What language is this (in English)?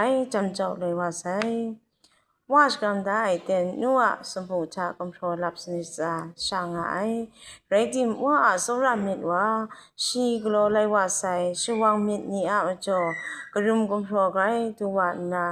Kachin